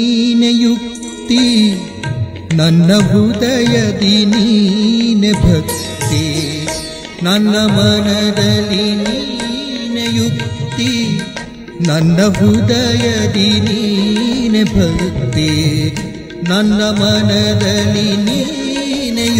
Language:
Kannada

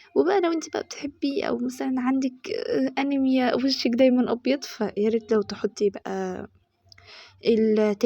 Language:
Egyptian Arabic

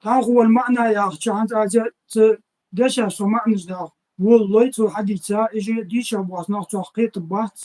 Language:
Ingush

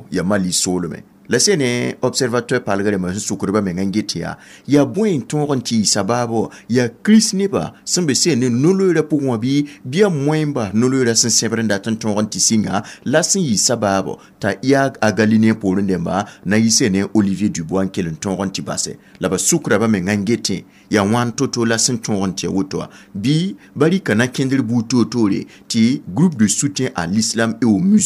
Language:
Mossi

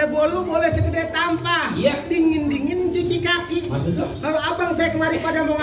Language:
Betawi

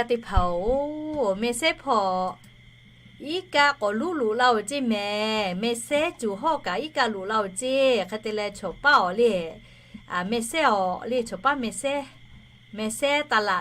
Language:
Lahu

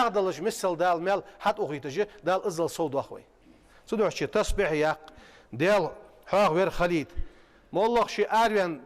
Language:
Ingush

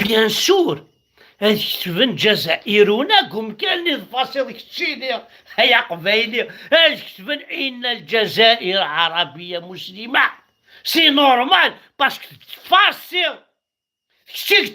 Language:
Kabyle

